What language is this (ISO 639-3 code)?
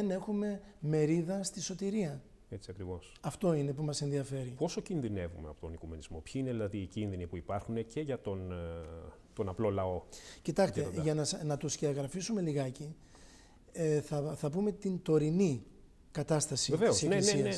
ell